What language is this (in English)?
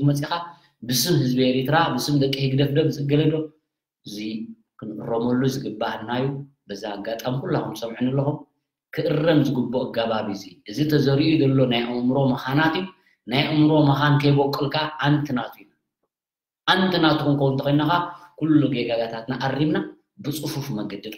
Tigrinya